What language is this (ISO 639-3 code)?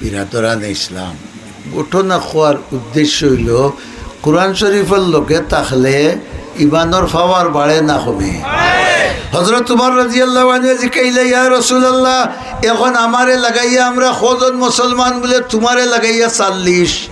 syl